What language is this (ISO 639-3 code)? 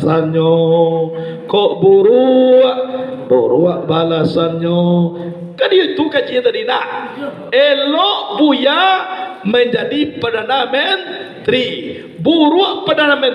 min